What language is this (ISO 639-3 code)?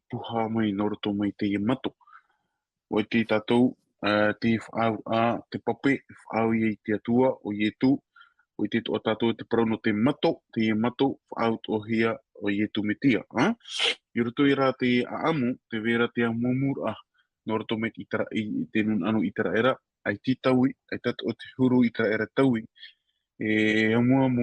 tah